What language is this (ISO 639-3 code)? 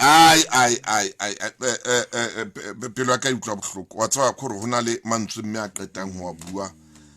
sot